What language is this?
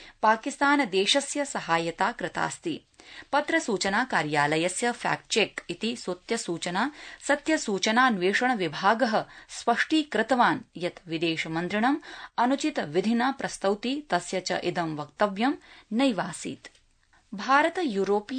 Sanskrit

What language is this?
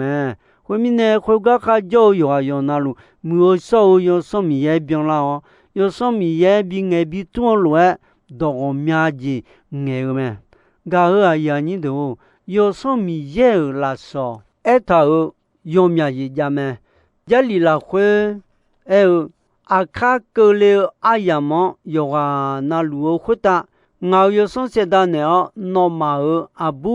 Akha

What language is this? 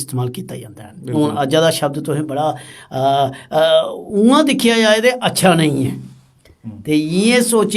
Dogri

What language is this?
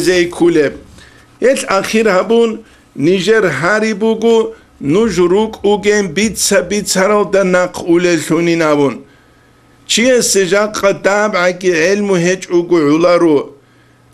Avaric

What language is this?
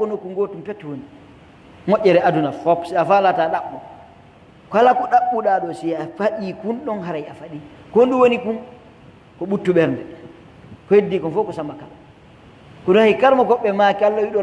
Pular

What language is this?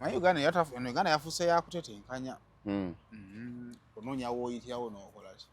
Ganda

